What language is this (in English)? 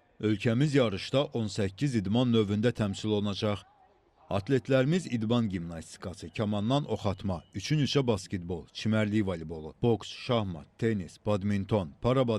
Azerbaijani